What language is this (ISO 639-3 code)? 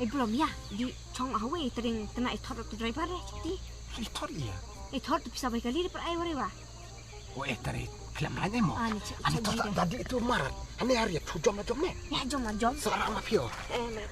kha